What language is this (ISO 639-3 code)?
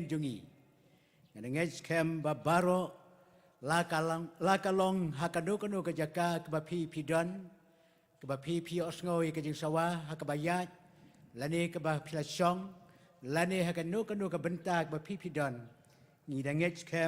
kha